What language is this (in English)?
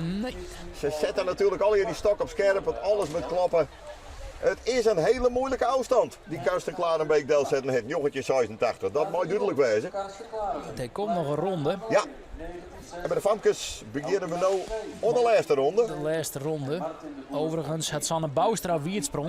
Western Frisian